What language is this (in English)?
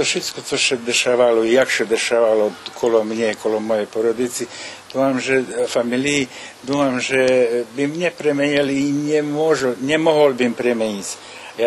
Rusyn